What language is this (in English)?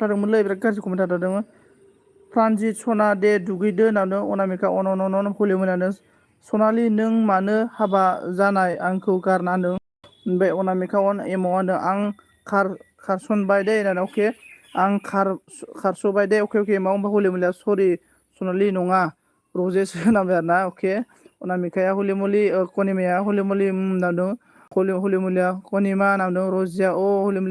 Bodo